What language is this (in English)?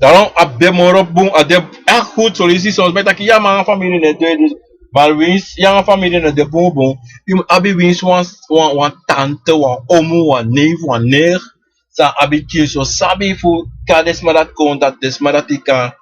Sranan Tongo